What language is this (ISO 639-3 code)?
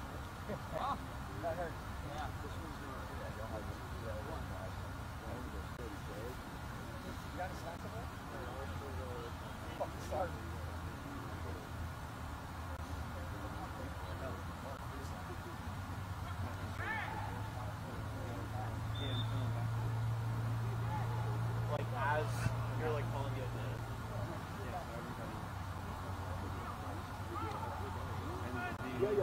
eng